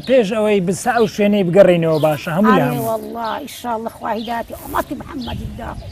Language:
Central Kurdish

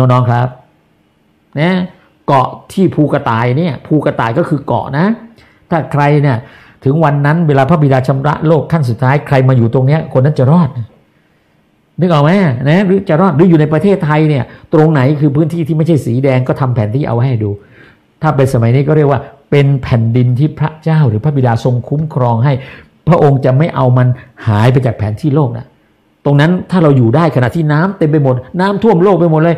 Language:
Thai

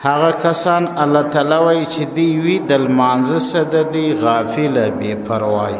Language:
Pashto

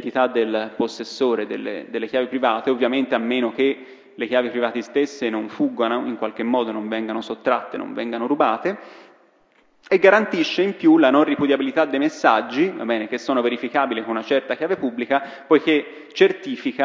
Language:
Italian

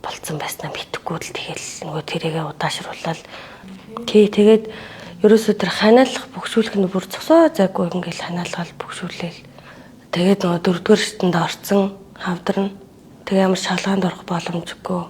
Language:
Mongolian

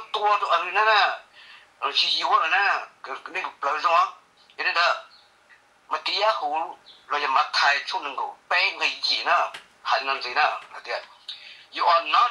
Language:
Hmong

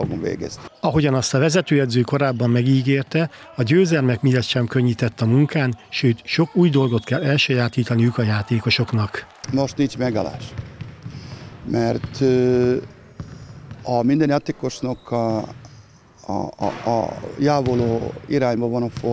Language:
Hungarian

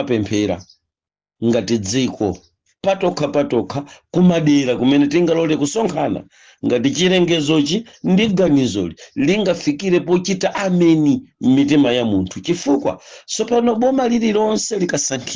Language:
Nyanja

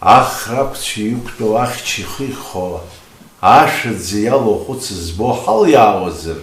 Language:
Abkhazian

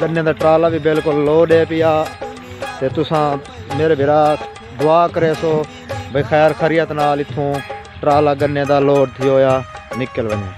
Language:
Saraiki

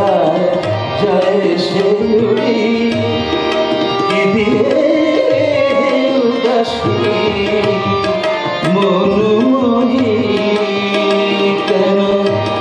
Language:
Bangla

